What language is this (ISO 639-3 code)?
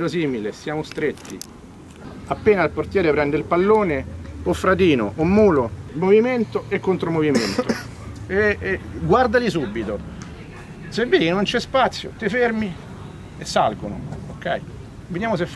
ita